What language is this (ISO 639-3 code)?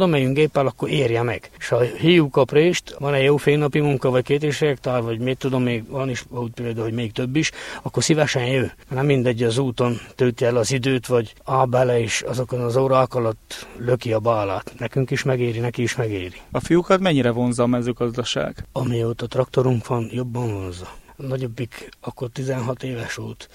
hun